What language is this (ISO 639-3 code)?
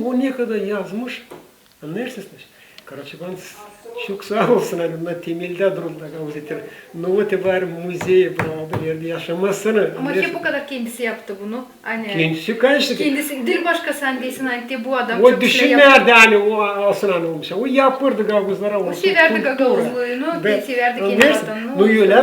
gag